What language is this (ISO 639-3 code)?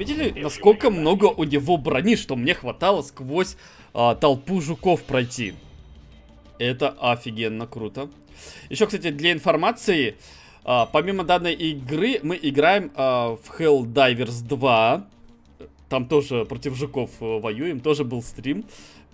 rus